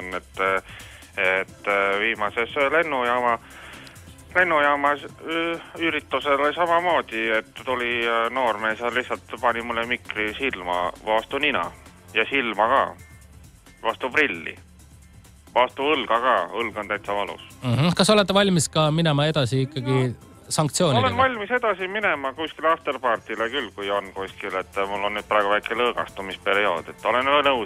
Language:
Estonian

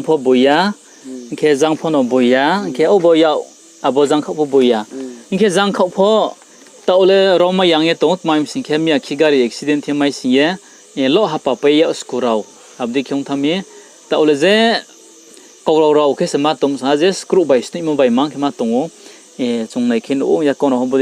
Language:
Riang (India)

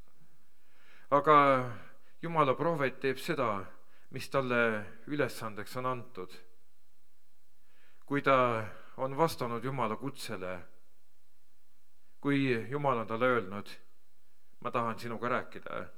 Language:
Estonian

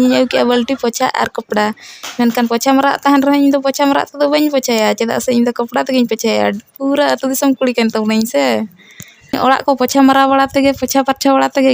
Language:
Santali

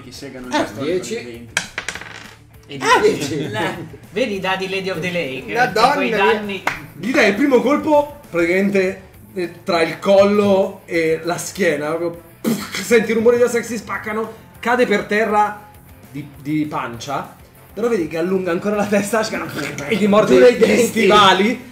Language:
Italian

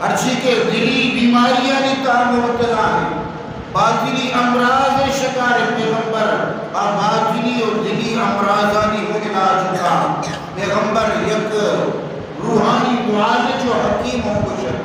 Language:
Eastern Balochi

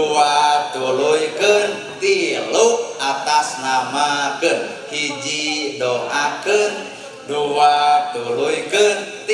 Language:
Sundanese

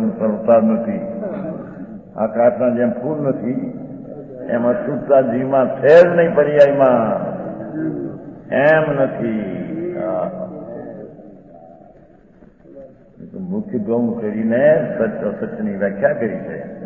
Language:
Gujarati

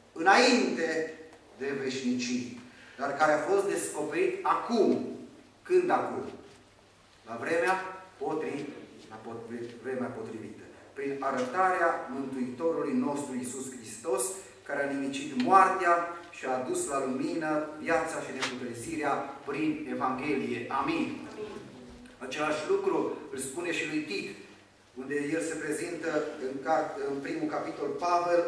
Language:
Romanian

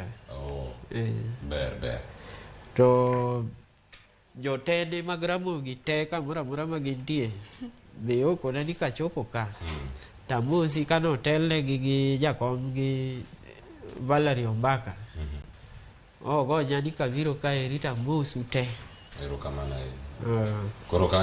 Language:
Luo (Kenya and Tanzania)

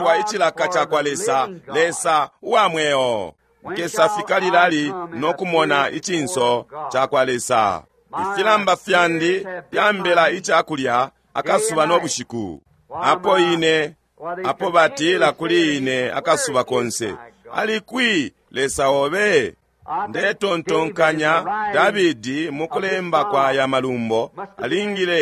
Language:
Bemba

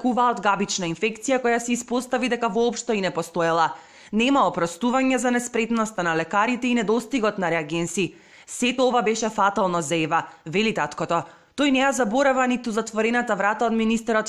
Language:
Macedonian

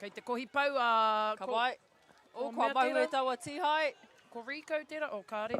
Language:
Māori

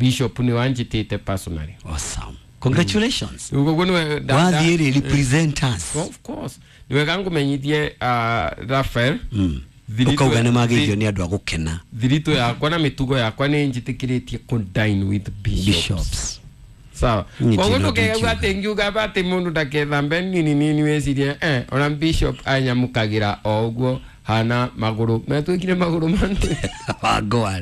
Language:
Kikuyu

